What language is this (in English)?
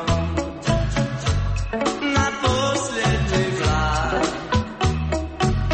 Croatian